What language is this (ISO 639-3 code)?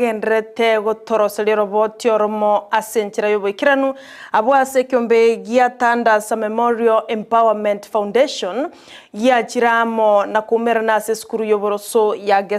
guz